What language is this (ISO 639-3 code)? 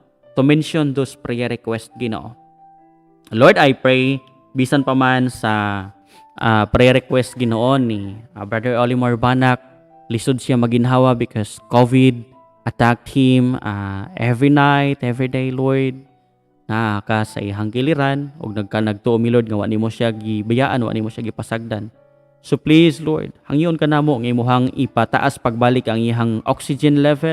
ceb